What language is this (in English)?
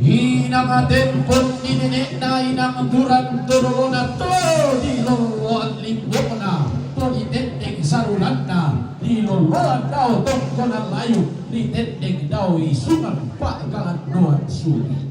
Toraja-Sa'dan